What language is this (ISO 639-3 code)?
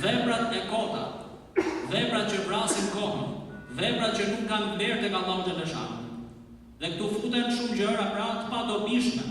sqi